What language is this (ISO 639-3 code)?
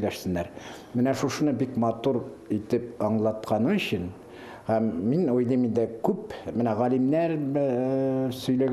bak